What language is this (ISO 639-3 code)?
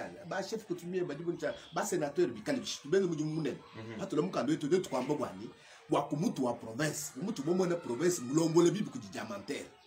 lua